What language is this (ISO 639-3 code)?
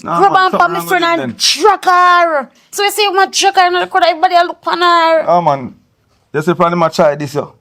jam